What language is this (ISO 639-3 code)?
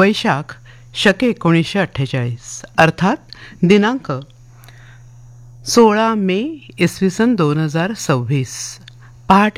mar